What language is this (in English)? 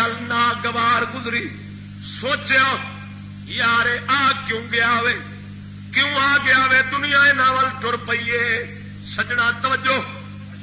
Saraiki